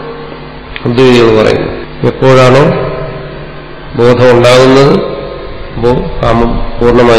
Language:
Malayalam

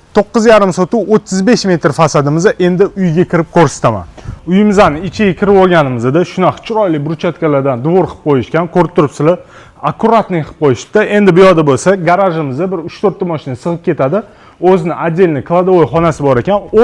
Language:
Uzbek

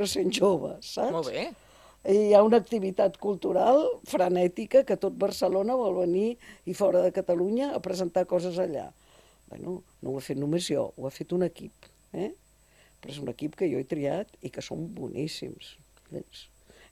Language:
Catalan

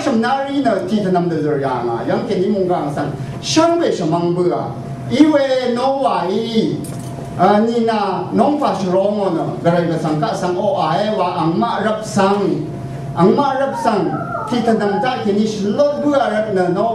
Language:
Rawang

